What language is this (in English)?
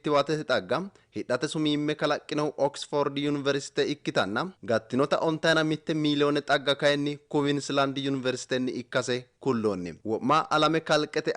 Sidamo